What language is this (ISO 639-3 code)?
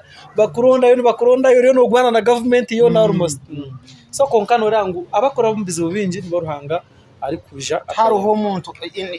nyn